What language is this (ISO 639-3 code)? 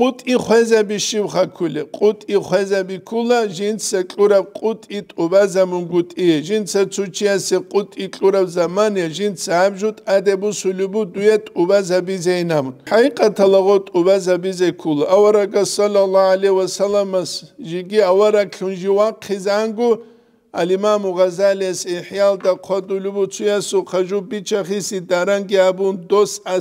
ava